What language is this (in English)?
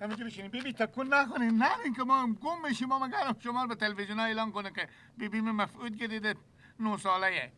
Persian